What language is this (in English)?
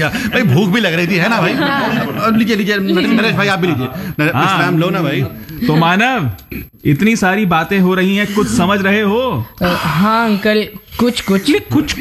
Hindi